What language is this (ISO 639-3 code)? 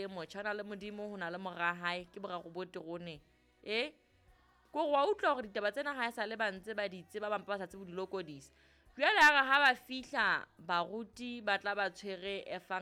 sot